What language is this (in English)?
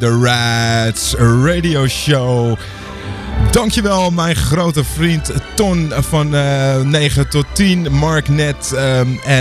Dutch